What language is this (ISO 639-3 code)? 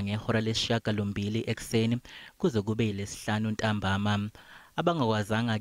zul